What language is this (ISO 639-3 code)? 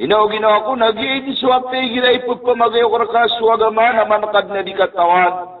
mrw